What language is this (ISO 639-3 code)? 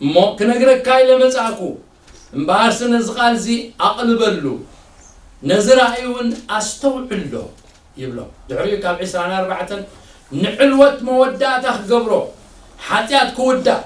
tir